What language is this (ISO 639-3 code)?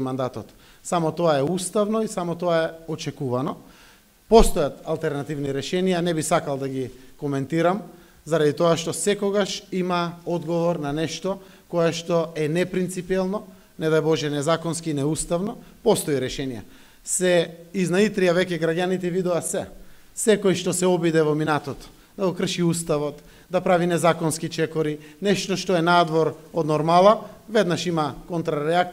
mkd